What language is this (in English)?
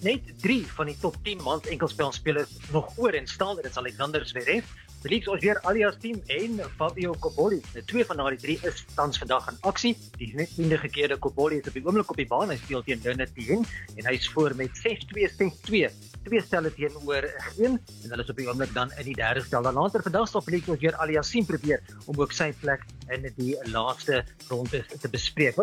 Afrikaans